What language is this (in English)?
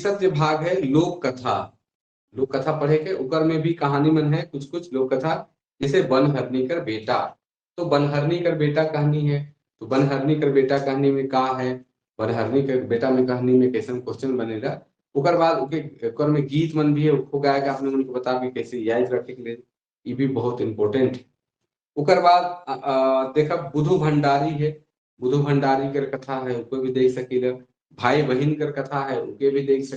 Sadri